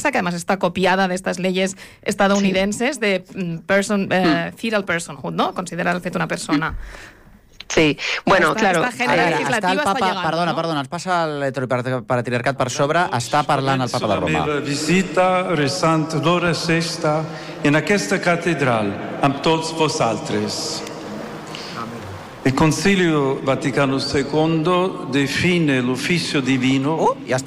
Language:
Catalan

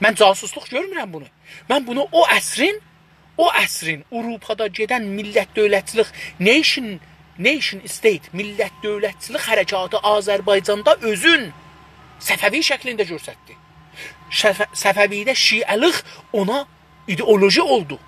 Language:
South Azerbaijani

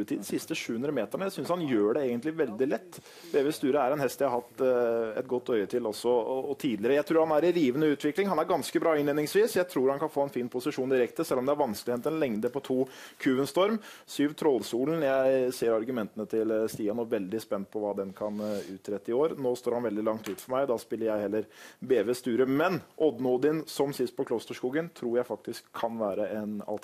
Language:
Norwegian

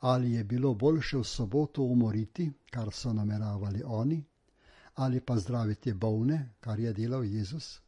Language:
Slovenian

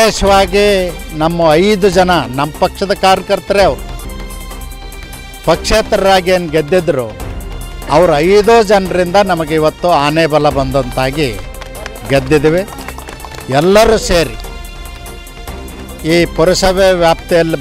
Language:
Kannada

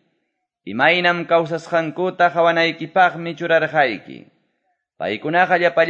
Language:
Quechua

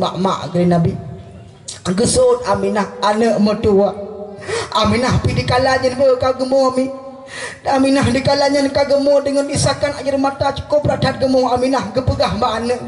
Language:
Achinese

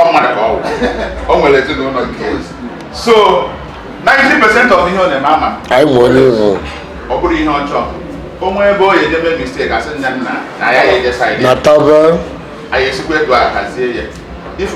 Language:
Igbo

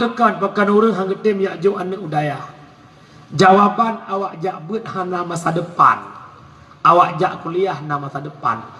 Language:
Achinese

